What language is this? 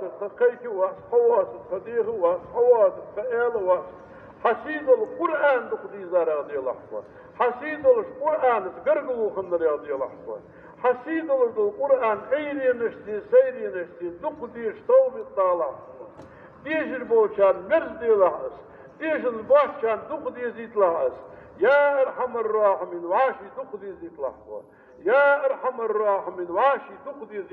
Ingush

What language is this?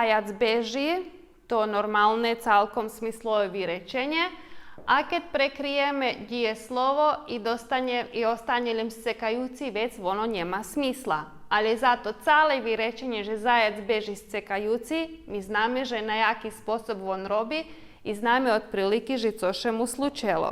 Rusyn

